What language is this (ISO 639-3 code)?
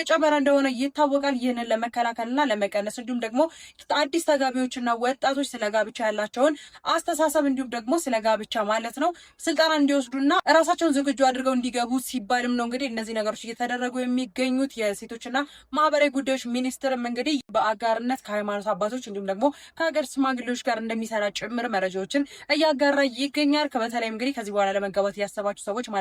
amh